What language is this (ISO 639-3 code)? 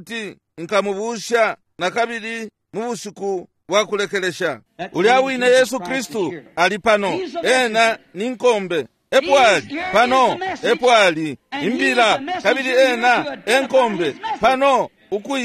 bem